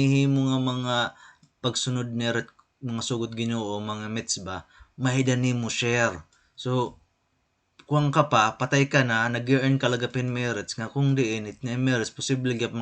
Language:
Waray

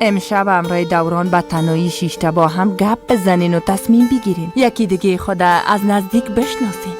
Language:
Persian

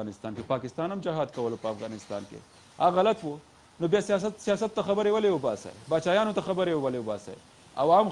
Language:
Pashto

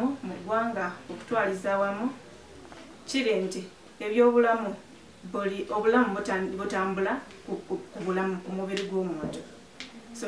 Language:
Ganda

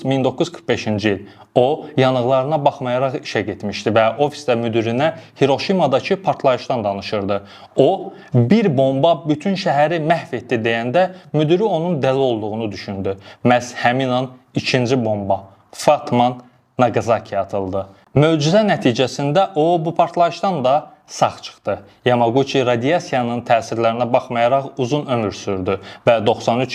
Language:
Azerbaijani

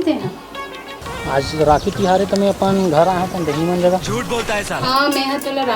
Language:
Chhattisgarhi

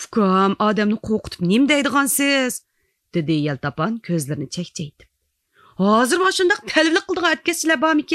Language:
Uyghur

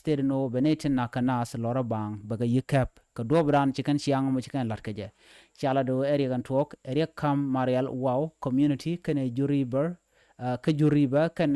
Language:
Nuer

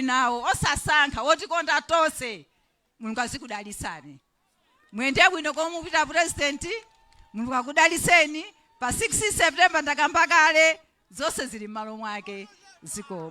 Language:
Nyanja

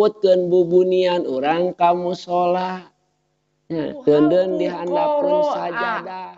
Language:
Sundanese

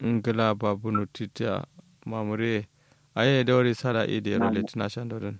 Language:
Kanuri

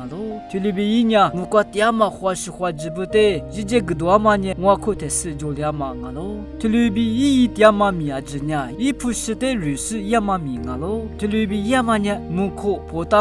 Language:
Lisu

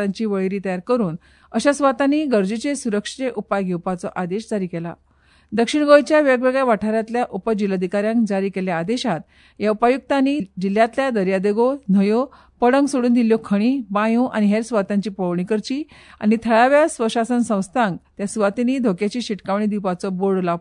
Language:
Konkani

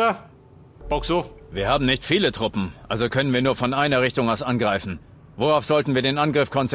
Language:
Bavarian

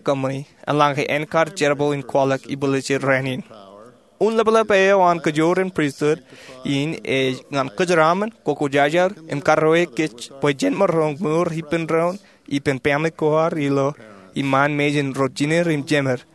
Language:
Marshallese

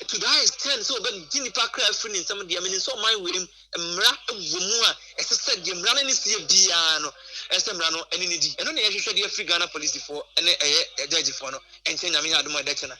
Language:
Akan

